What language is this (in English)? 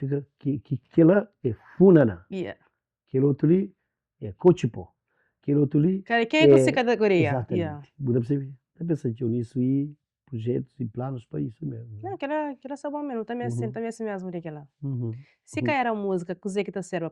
Kabuverdianu